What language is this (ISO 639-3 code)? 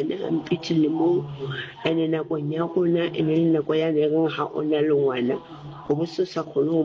sot